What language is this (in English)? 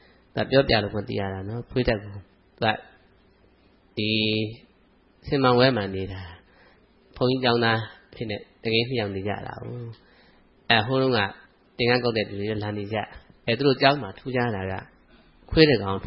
Burmese